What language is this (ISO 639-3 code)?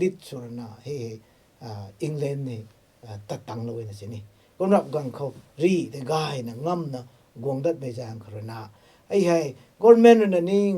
nbu